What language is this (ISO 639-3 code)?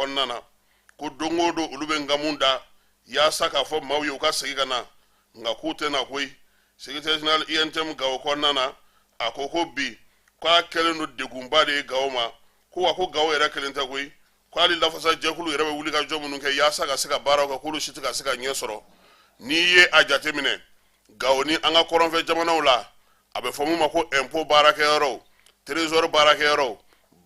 bam